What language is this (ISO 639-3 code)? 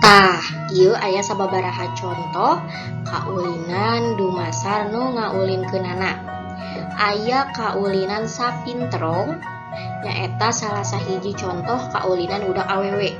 sun